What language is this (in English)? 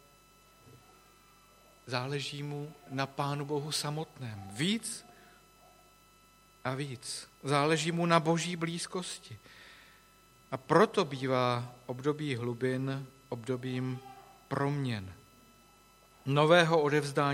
Czech